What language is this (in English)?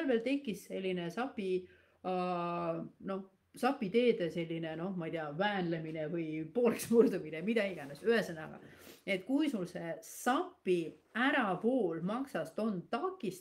Estonian